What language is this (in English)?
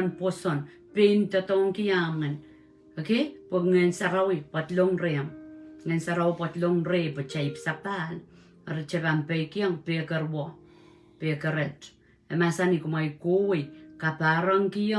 Pohnpeian